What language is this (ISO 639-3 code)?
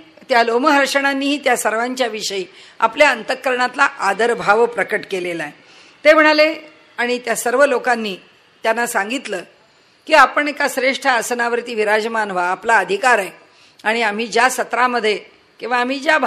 mar